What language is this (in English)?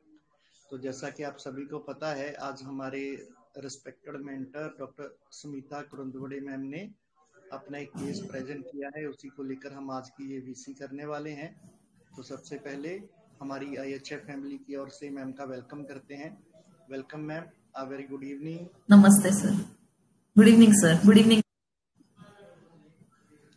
Hindi